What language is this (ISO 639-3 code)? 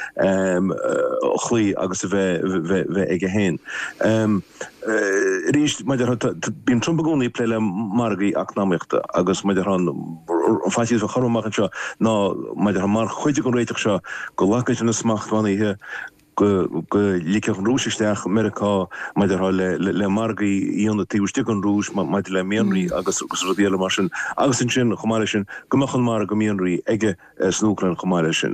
gle